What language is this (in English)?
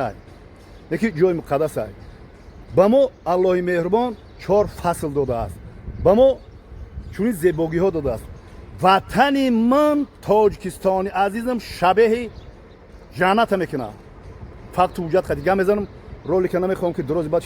Tajik